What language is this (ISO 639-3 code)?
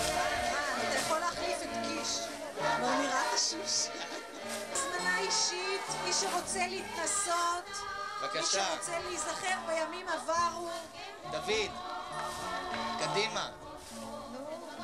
heb